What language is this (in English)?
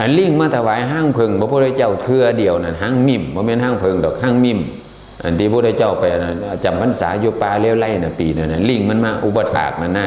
Northeastern Thai